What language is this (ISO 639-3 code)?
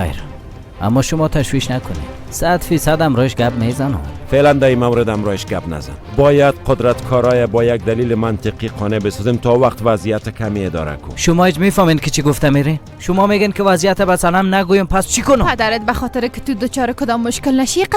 fas